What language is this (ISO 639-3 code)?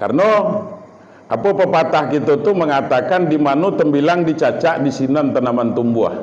min